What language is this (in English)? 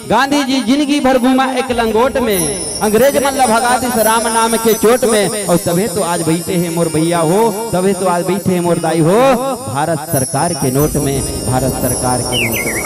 Chhattisgarhi